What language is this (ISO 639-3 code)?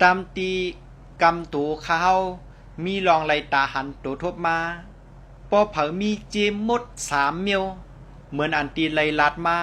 shn